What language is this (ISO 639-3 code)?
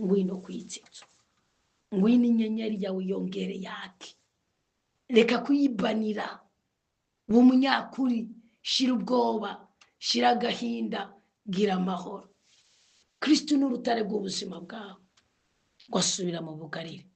run